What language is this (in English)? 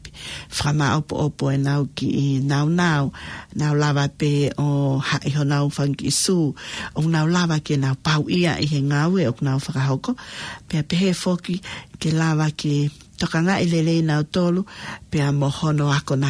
Tongan